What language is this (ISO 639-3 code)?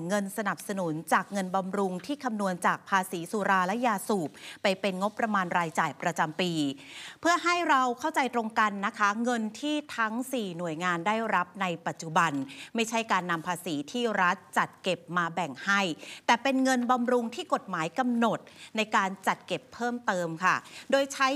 tha